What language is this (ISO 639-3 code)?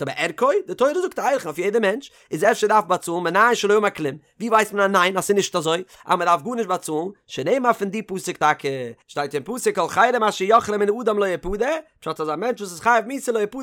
yid